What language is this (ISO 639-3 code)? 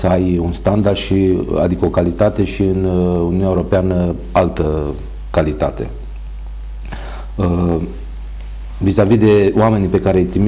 ron